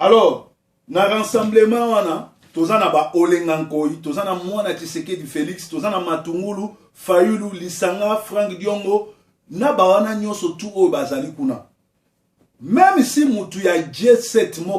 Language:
Lingala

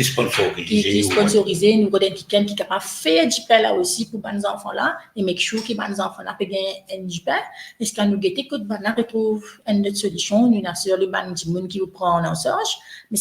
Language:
Morisyen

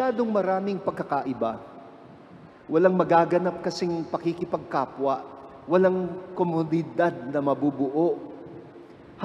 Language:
Filipino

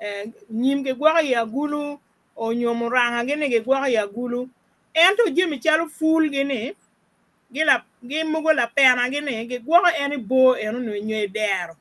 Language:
Acoli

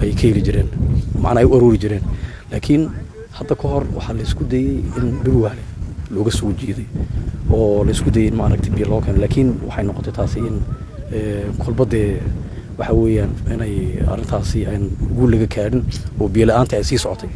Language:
Somali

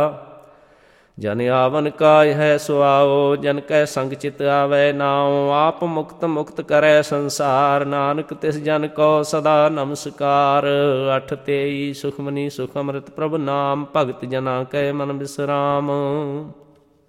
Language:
Punjabi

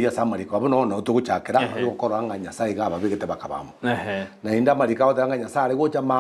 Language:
Gusii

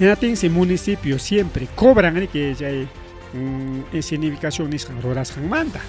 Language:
Ayacucho Quechua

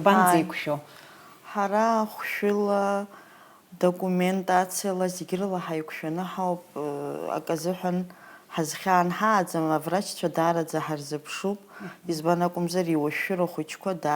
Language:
Abkhazian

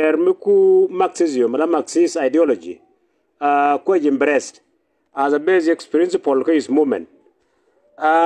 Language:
Nuer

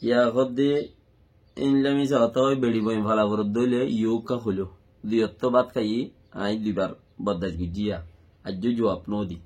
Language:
Rohingya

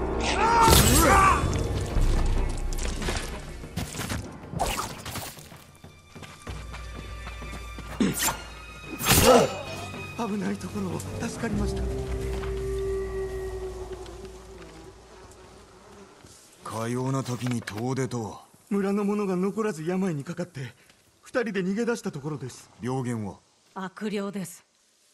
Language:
Japanese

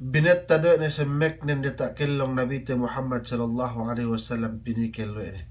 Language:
Yakan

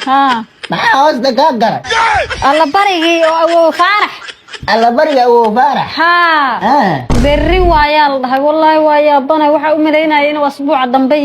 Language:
Somali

